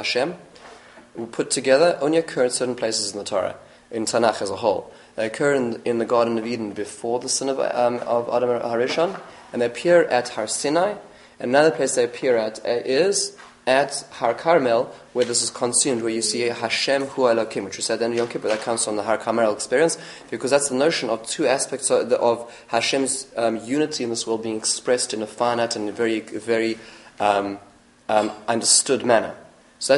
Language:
English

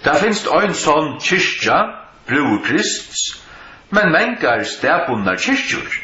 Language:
Faroese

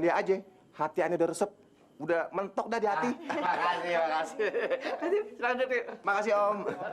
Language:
Betawi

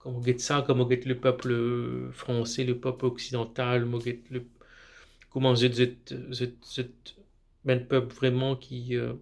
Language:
Morisyen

